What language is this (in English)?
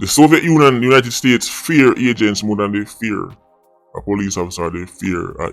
Jamaican Creole English